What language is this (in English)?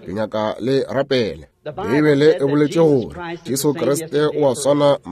Northern Sotho